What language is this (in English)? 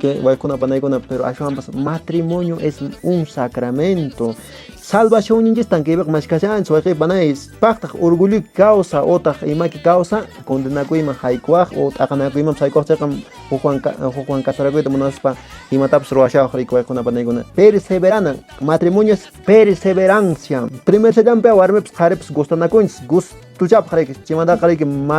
Quechua